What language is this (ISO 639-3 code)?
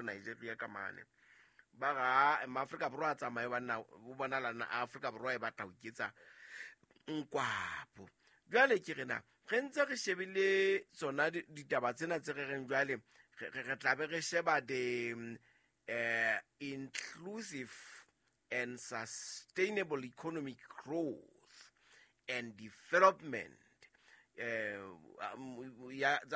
sot